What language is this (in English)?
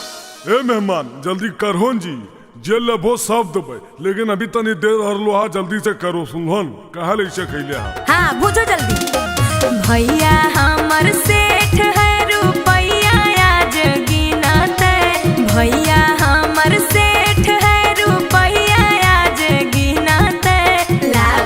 Magahi